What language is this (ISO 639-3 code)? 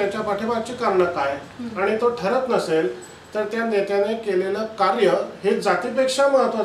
mar